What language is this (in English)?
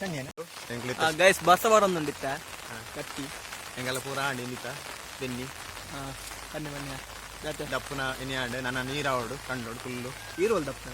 Tulu